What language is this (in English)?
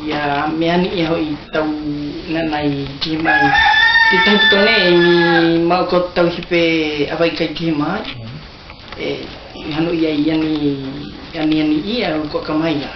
South Marquesan